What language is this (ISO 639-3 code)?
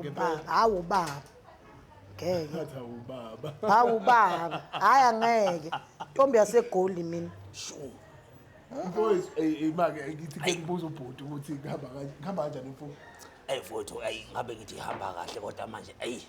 zul